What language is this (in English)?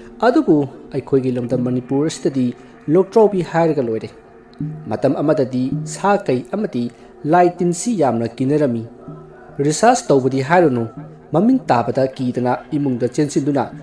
Manipuri